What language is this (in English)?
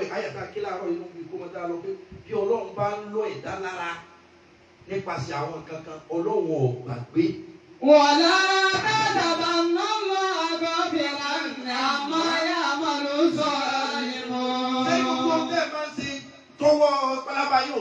Yoruba